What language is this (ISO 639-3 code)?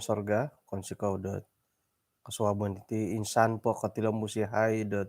dtp